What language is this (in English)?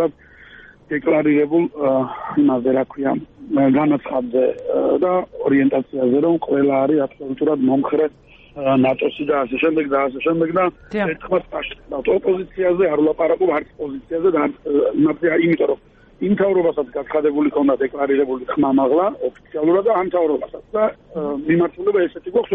Georgian